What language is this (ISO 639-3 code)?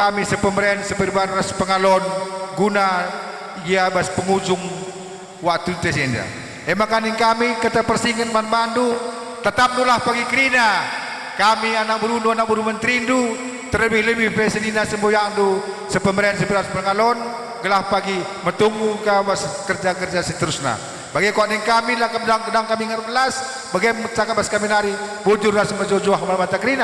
btx